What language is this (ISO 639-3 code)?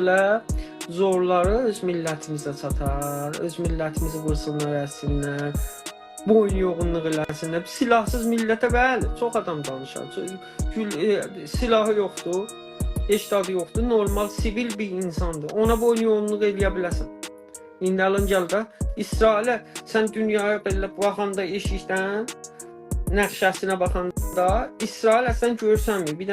azb